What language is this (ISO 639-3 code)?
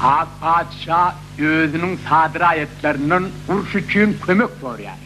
tuk